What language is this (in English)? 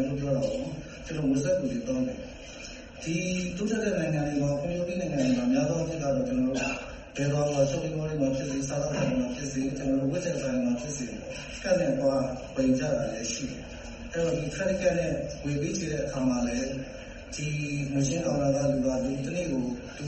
Burmese